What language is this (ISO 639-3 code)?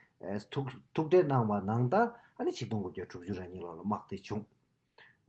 bod